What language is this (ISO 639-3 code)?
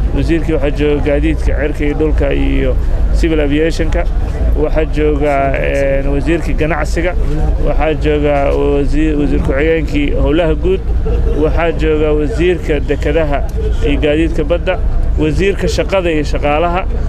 som